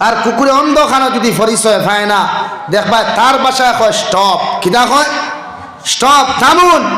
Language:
Sylheti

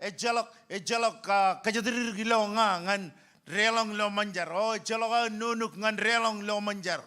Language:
Marshallese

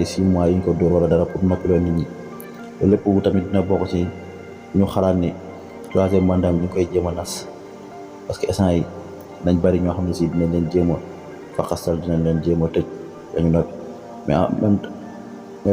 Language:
Wolof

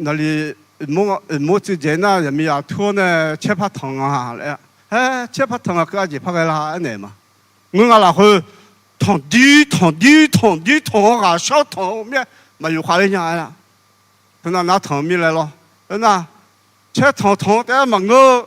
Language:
Akha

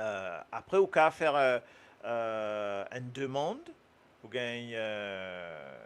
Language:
Morisyen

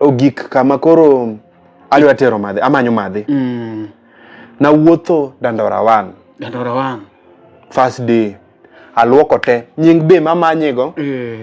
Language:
Luo (Kenya and Tanzania)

